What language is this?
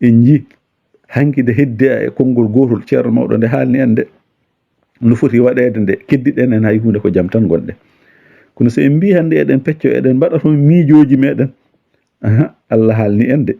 Fula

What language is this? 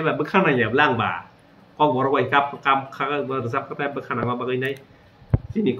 Kok Borok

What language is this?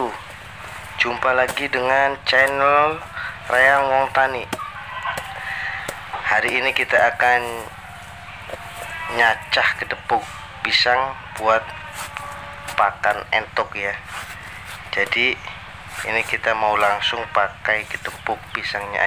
Indonesian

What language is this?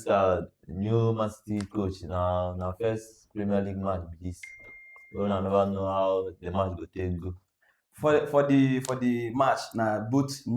Nigerian Pidgin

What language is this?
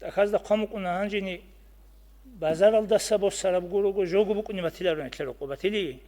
Avaric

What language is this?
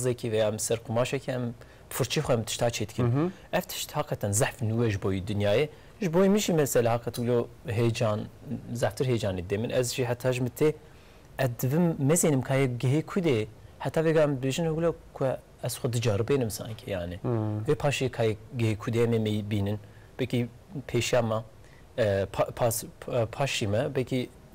Kurdish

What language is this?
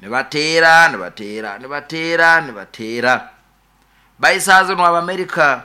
Nyoro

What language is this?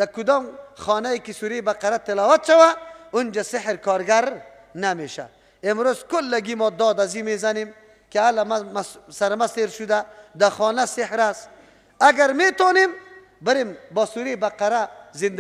Persian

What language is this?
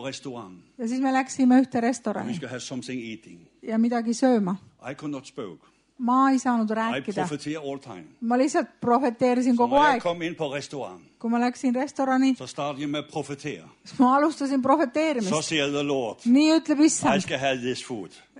Estonian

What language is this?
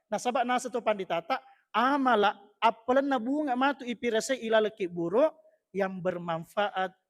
Buginese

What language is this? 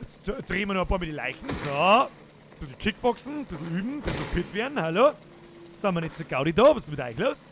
Bavarian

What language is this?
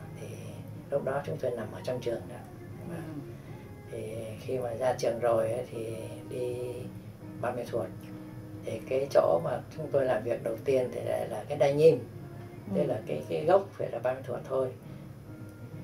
Vietnamese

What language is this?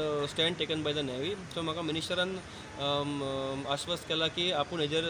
Konkani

